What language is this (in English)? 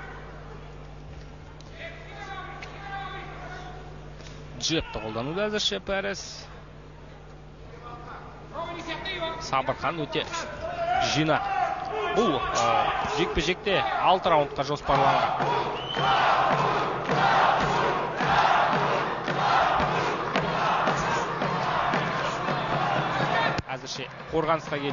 Kazakh